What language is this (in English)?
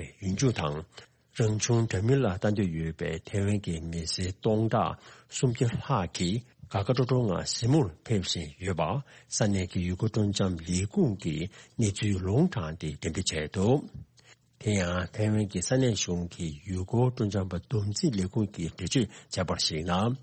Tibetan